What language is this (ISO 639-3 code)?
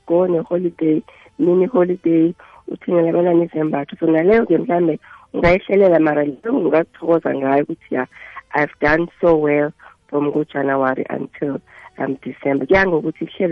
nbl